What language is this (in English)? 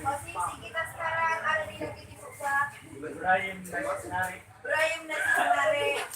Sasak